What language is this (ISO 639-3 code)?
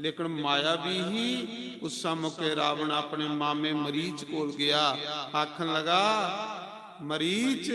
doi